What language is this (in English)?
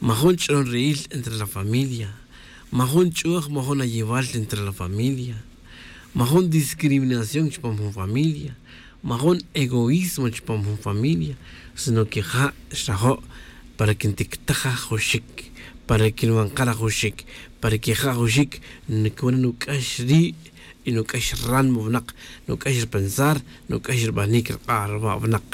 Tz'utujil